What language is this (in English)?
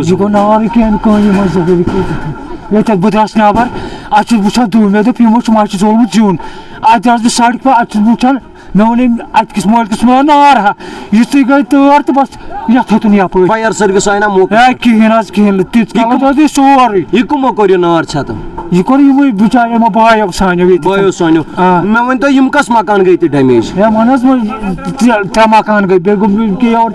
Kashmiri